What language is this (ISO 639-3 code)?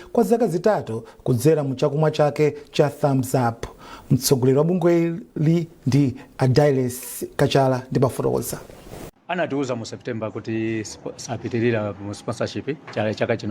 nya